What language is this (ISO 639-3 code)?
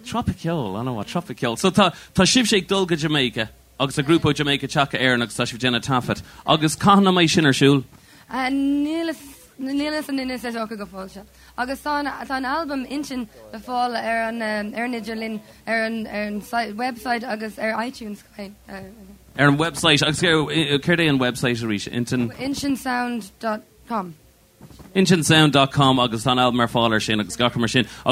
gle